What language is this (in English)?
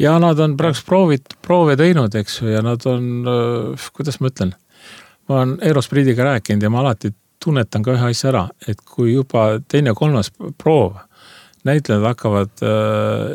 Estonian